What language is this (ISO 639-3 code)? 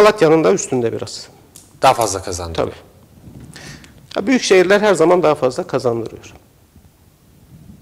tur